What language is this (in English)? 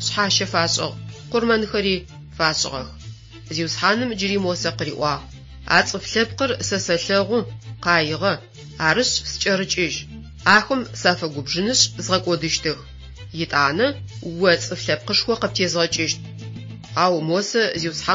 Adyghe